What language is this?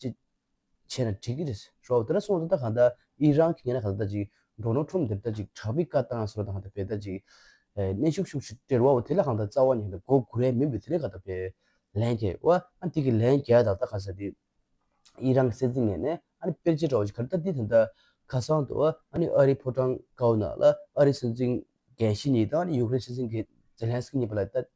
Tibetan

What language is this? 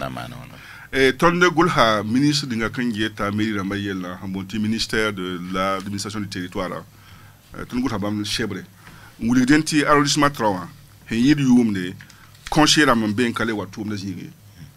Mossi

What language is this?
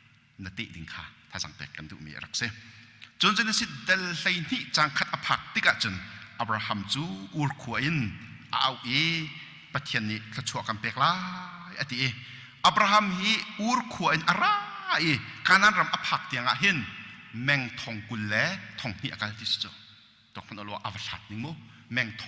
Hakha Chin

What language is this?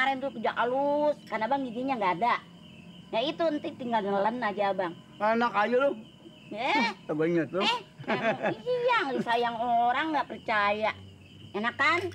Betawi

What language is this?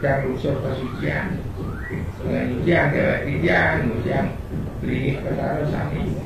Balinese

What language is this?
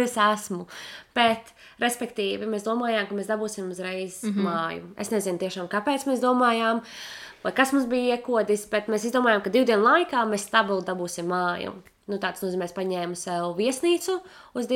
Latvian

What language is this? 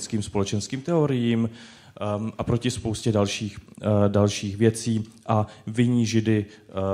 Czech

